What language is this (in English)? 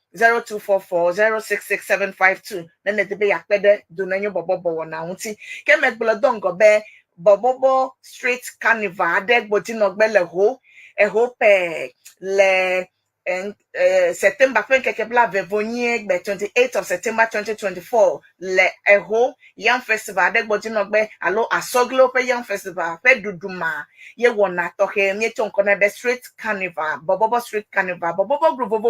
Ewe